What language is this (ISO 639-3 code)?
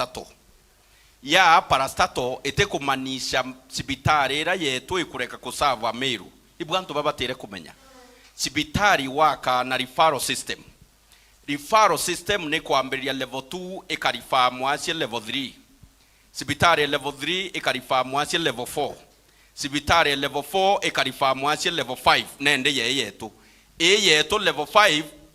mer